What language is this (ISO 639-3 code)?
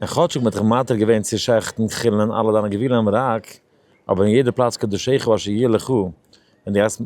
yid